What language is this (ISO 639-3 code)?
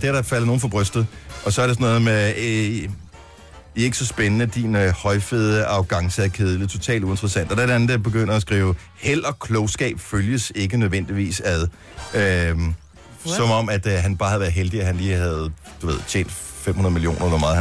dan